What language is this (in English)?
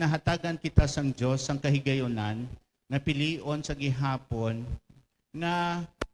Hiligaynon